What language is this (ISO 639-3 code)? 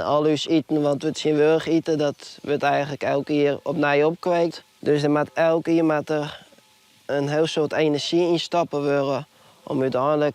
fry